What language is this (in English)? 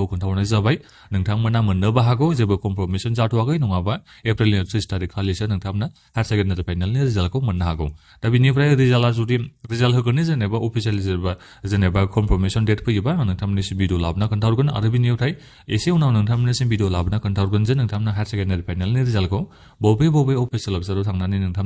Bodo